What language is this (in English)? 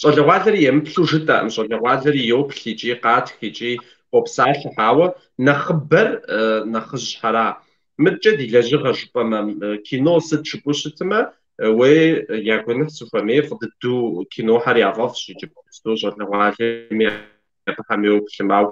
Kabardian